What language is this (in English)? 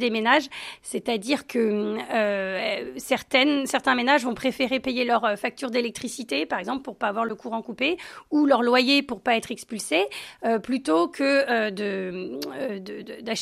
French